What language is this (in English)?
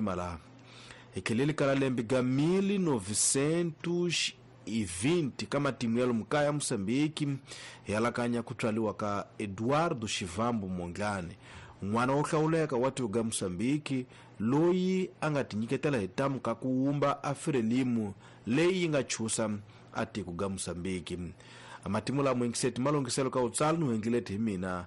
Tsonga